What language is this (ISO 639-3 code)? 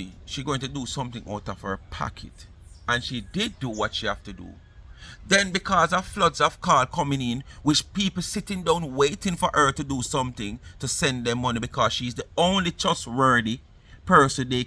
jam